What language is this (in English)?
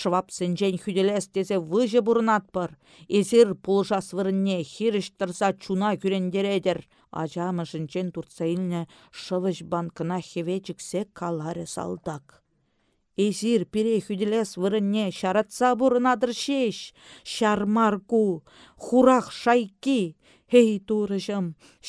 Chuvash